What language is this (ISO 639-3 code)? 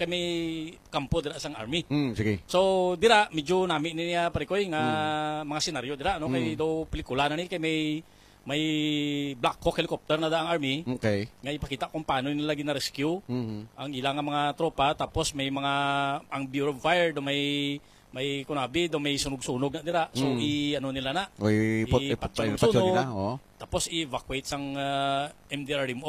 hil